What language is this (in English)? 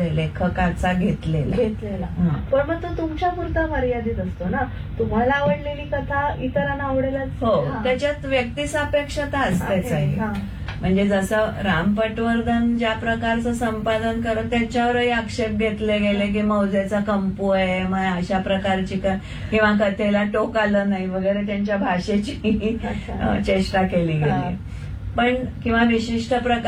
Marathi